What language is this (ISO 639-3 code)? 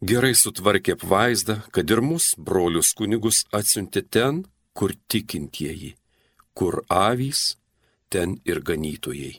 lit